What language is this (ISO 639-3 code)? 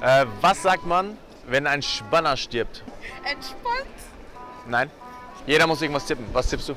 gsw